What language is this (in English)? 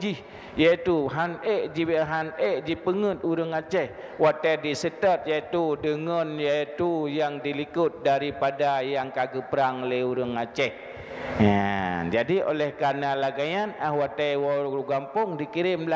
Achinese